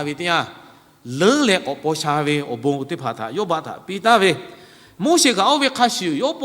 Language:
Lahu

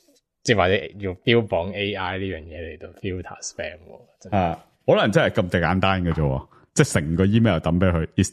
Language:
Cantonese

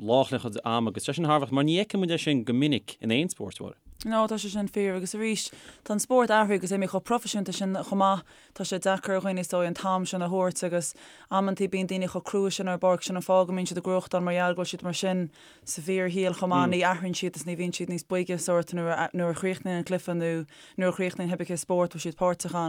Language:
Irish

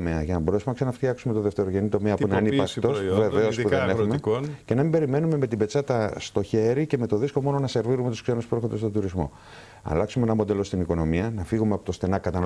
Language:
Greek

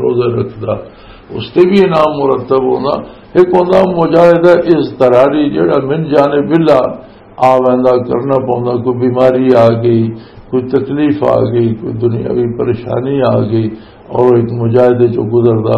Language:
Western Panjabi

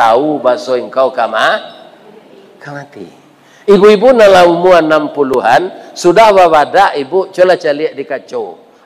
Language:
Minangkabau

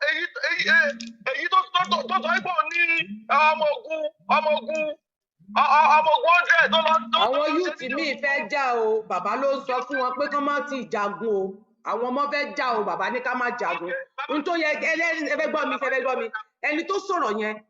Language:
Yoruba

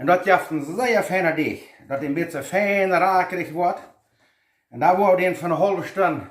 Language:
Plautdietsch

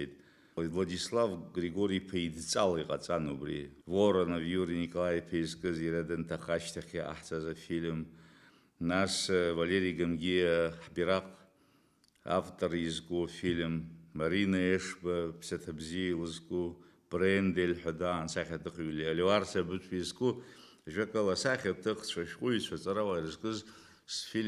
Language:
Abkhazian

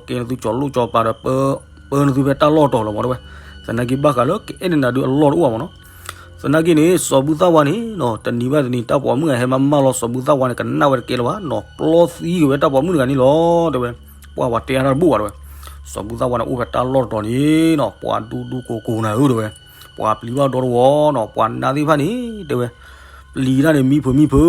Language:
S'gaw Karen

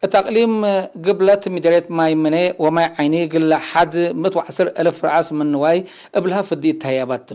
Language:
Tigre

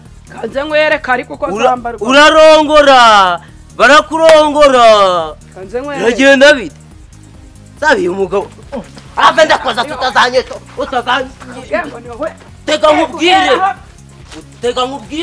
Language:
Kinyarwanda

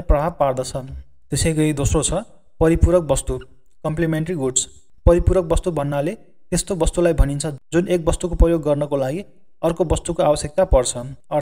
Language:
Nepali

